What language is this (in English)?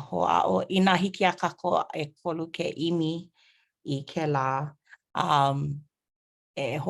Hawaiian